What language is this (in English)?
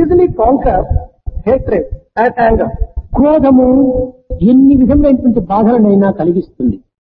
Telugu